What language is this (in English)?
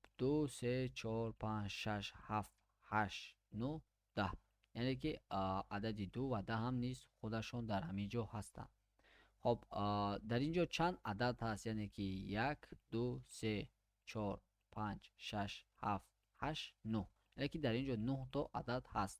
Tajik